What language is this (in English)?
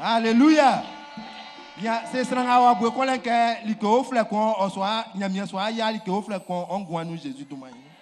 Baoulé